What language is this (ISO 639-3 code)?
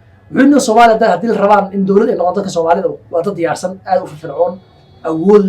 som